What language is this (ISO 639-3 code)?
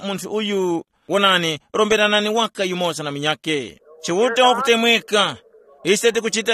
tum